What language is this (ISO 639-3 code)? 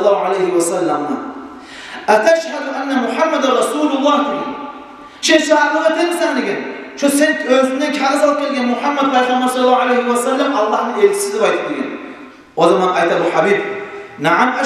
kum